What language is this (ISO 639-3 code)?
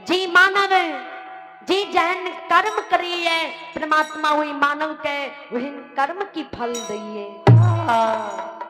mai